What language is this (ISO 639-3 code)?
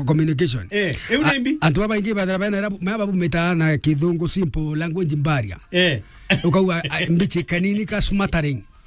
mer